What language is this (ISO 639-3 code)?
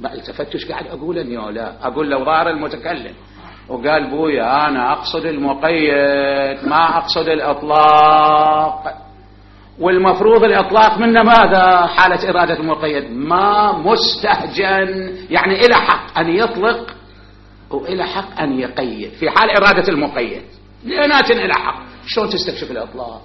acm